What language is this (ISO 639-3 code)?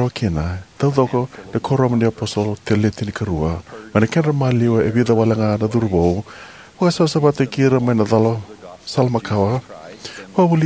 fij